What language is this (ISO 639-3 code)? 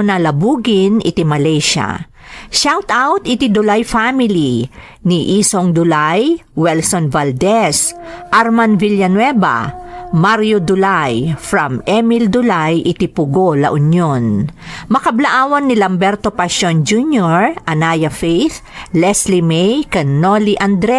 ilo